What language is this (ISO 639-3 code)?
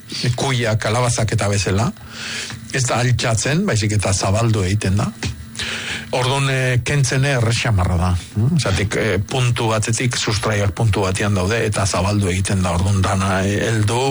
eus